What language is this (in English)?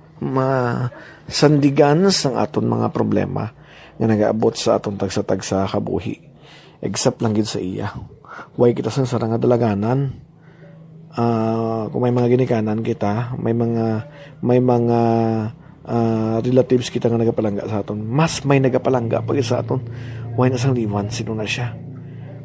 Hiligaynon